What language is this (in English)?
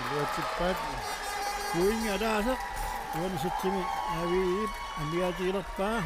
Kalaallisut